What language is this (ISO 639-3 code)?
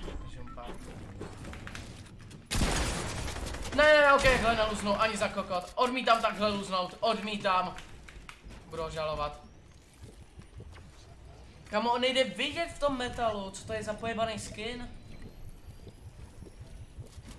ces